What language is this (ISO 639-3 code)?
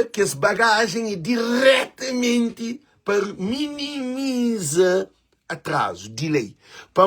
kea